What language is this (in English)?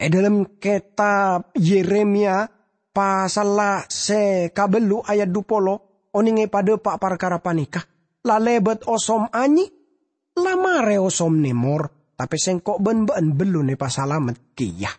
Madurese